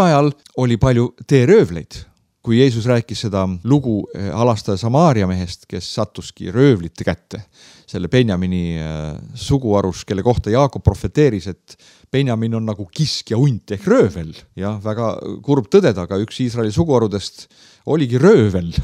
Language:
Estonian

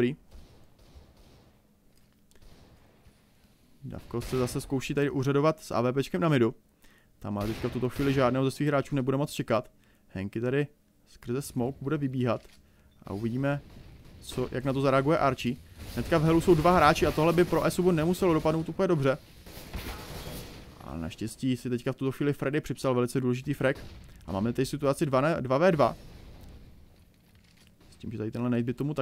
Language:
Czech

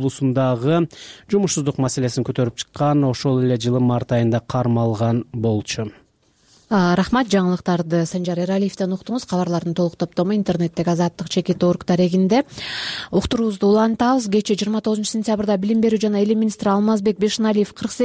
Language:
Kyrgyz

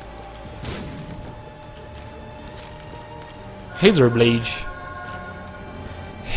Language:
Portuguese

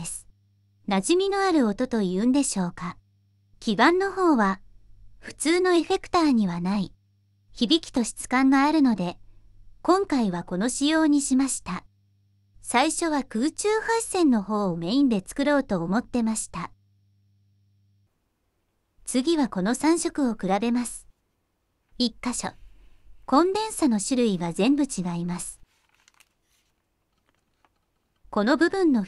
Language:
Japanese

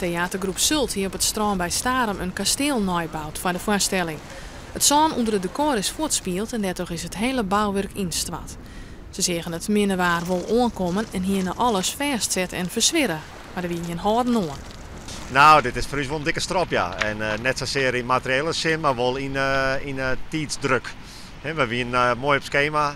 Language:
Western Frisian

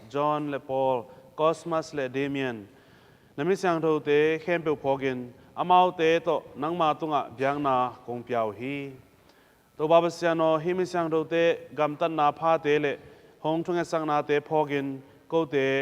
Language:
Tedim Chin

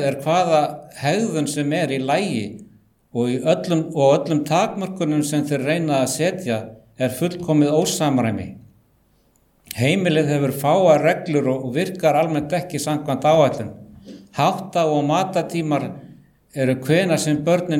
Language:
Icelandic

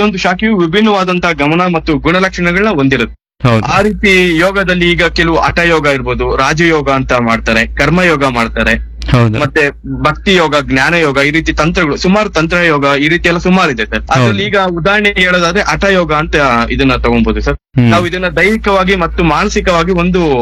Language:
Kannada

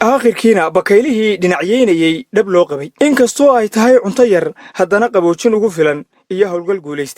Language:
Somali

